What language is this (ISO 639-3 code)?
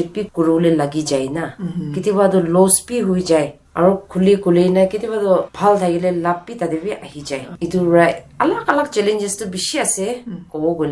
nag